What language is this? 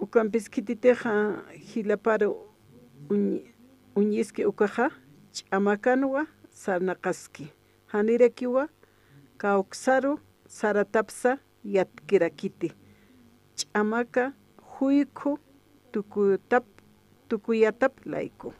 Aymara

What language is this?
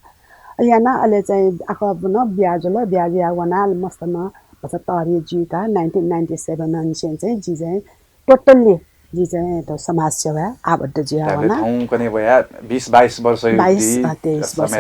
Newari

